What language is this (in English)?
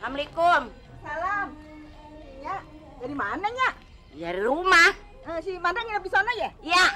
Betawi